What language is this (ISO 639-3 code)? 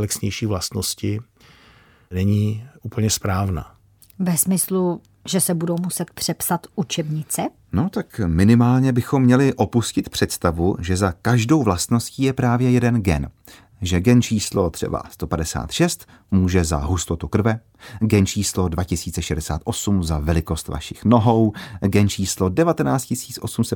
ces